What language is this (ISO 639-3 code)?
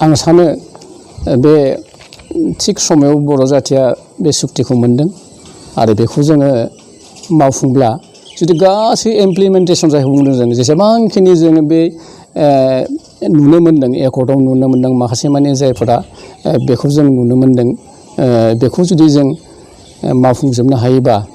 brx